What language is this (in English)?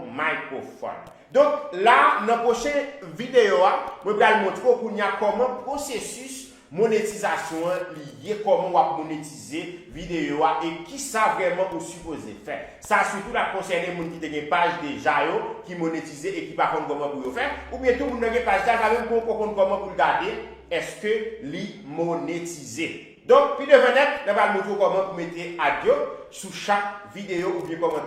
Haitian Creole